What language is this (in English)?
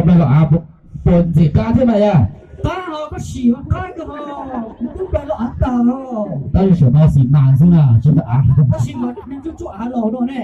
Hmong